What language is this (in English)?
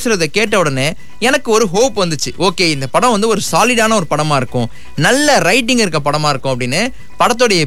Tamil